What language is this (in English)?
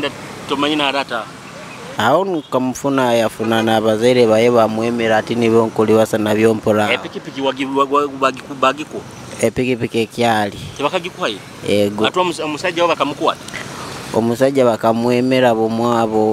Nyoro